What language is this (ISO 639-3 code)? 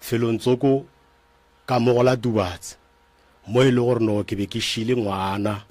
nso